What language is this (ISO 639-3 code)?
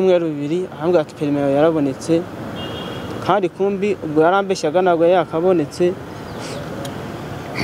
kin